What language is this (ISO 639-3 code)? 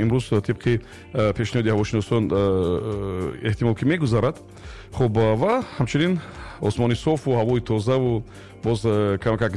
tgk